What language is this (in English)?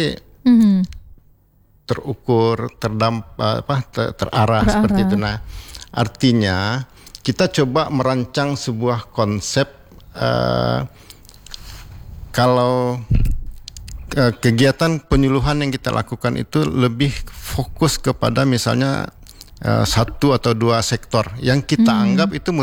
Indonesian